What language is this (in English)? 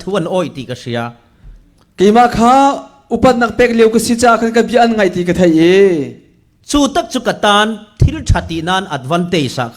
Falam Chin